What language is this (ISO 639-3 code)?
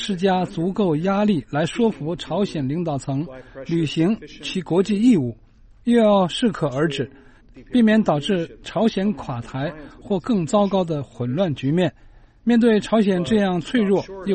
zho